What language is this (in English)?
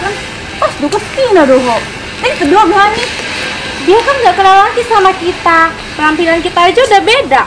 Batak Toba